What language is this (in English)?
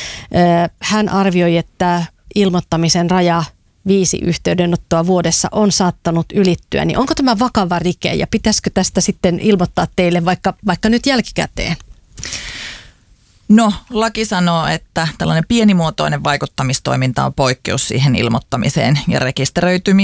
Finnish